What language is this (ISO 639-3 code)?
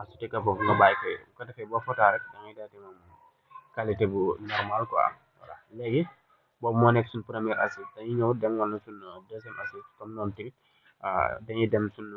wol